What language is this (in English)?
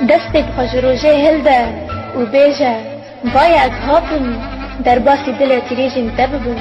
Kurdish